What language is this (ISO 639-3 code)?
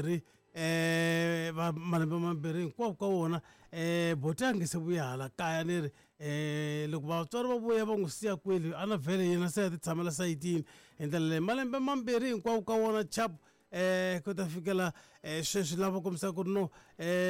tso